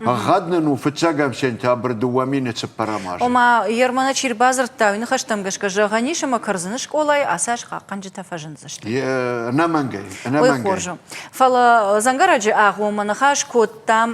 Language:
Ossetic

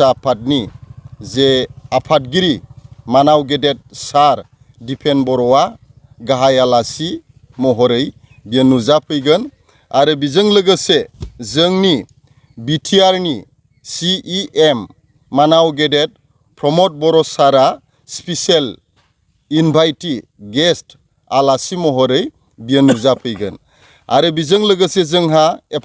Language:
Bodo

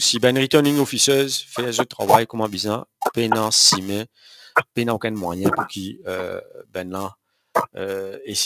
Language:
Morisyen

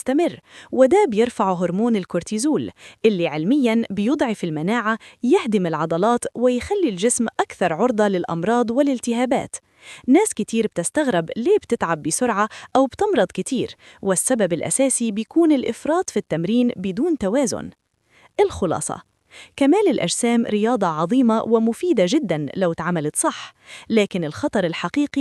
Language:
Egyptian Arabic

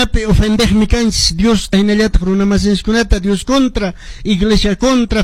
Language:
Quechua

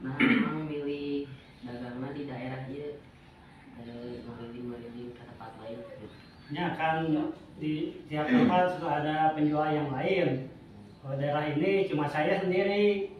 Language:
Sundanese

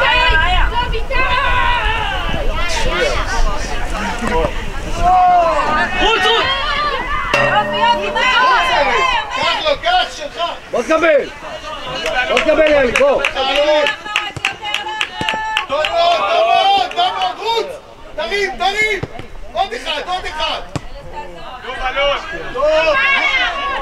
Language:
Hebrew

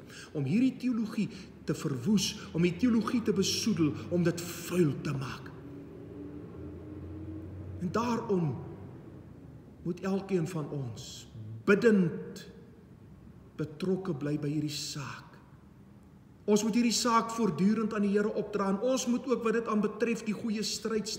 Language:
Afrikaans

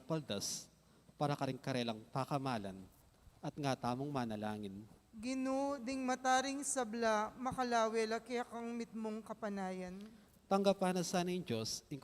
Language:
Pampanga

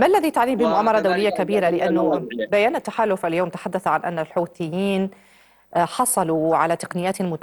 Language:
Arabic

